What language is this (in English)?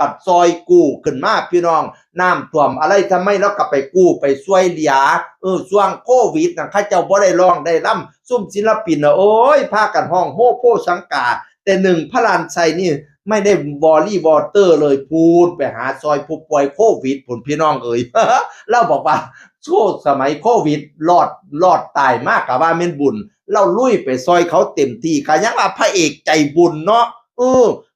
Northeastern Thai